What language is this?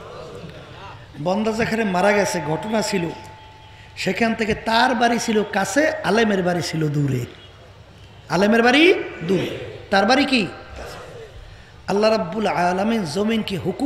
Bangla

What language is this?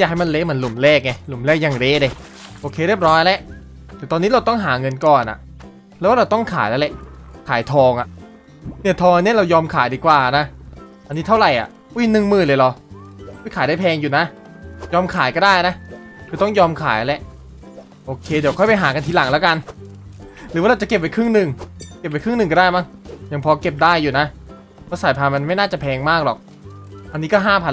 Thai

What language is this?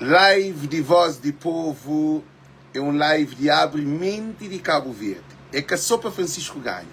Kabuverdianu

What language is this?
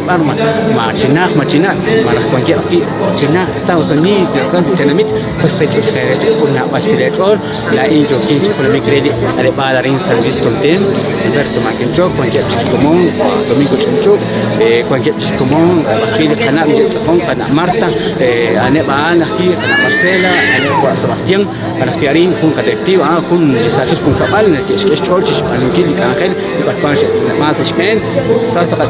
Kekchí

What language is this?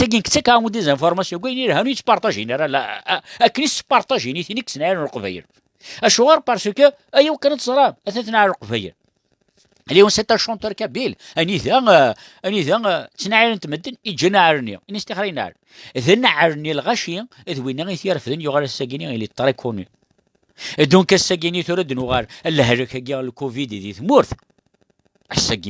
Kabyle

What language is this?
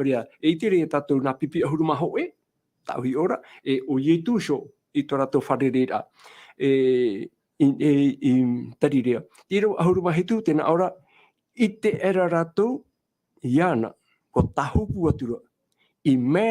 Tahitian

